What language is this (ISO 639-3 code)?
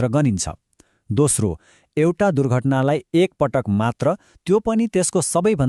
nep